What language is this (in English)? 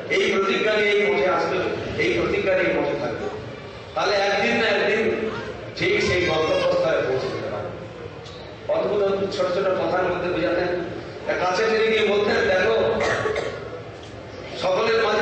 Bangla